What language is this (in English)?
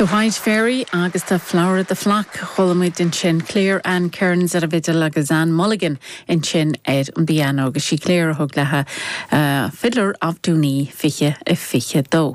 Irish